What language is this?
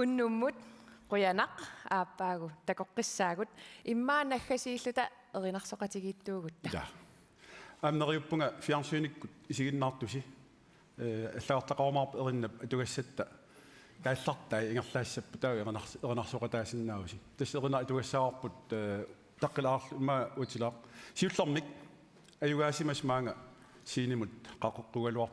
Kalaallisut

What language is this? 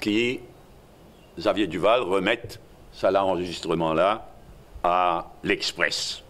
Morisyen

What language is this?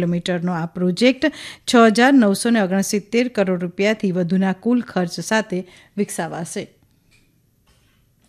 Gujarati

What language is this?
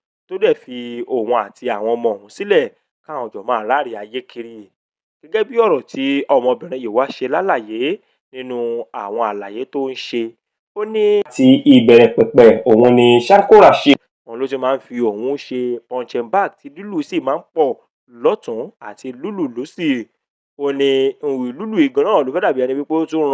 Yoruba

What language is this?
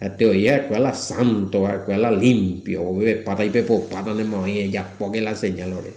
Guarani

